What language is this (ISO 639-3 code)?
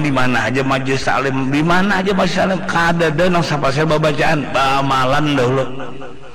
bjn